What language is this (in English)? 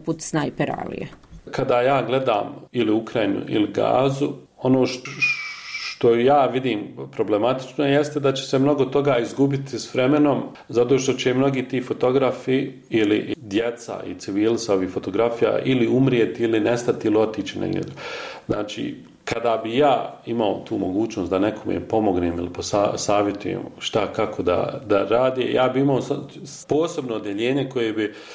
Bosnian